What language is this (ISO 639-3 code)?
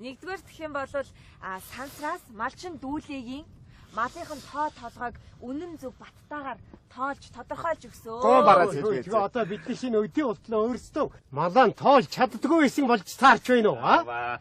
mon